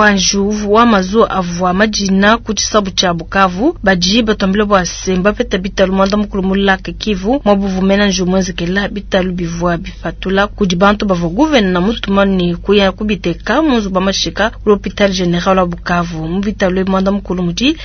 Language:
Luba-Lulua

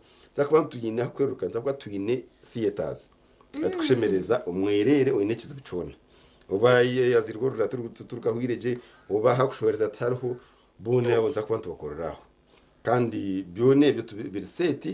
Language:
Nyankole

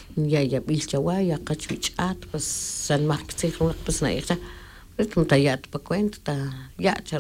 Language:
Tz'utujil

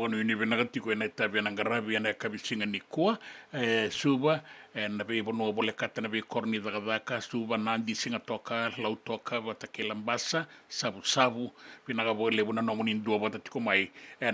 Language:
Fijian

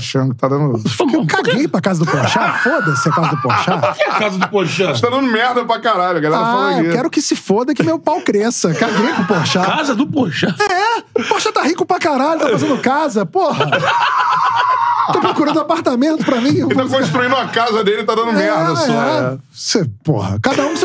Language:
Portuguese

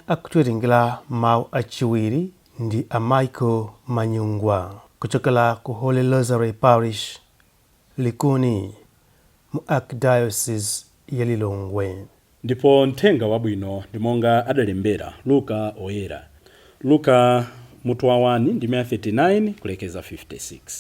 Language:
Nyanja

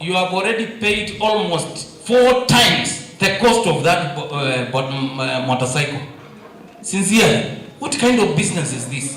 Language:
Kamba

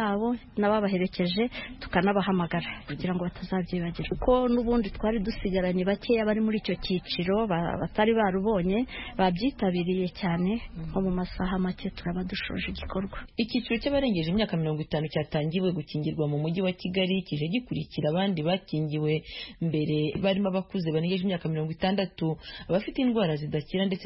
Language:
Kinyarwanda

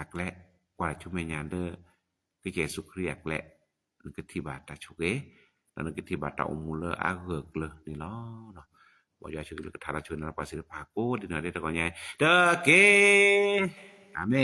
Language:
S'gaw Karen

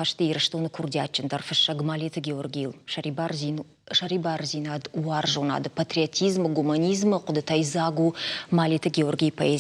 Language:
Ossetic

